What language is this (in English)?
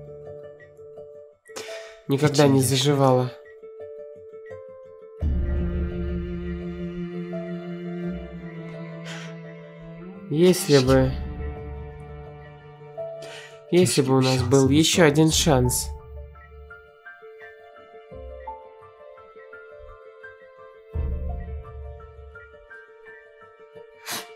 Russian